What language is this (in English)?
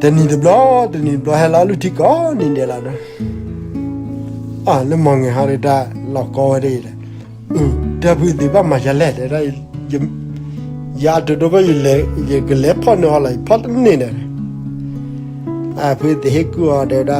S'gaw Karen